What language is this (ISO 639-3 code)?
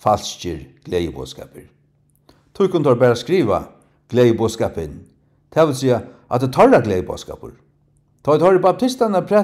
fao